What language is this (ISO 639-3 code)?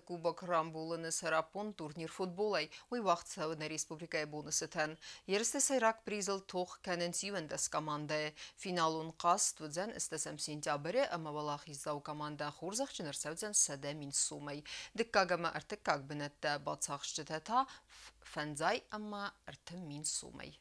oss